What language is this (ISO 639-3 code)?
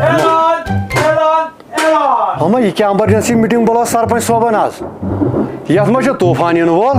kas